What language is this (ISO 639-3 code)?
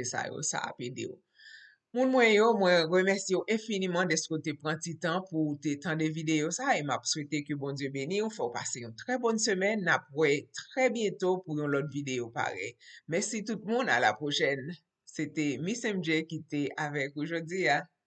hat